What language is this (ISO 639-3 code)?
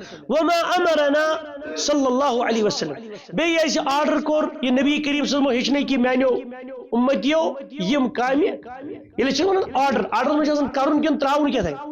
kas